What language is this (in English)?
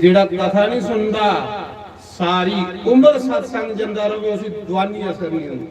Dogri